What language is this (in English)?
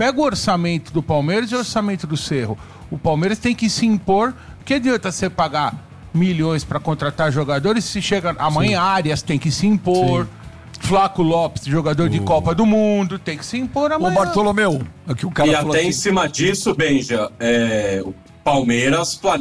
Portuguese